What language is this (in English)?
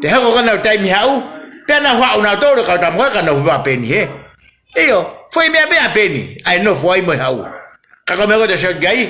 Tongan